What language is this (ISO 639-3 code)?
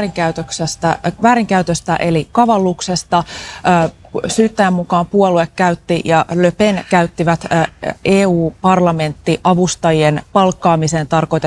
fin